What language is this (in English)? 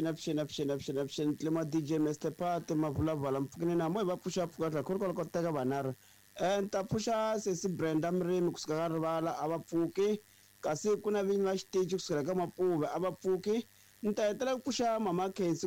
Tsonga